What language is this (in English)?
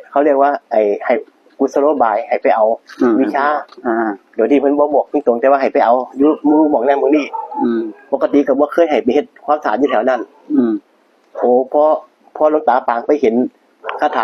Northeastern Thai